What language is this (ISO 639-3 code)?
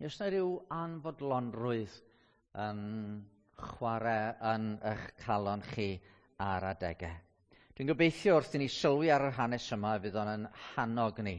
cym